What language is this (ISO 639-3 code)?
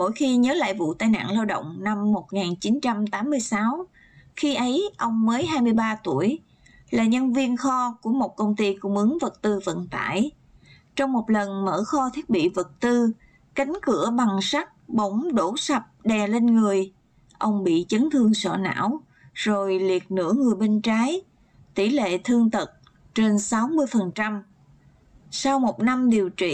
vie